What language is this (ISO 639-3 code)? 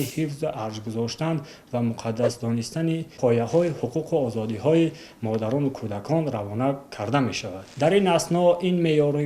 tgk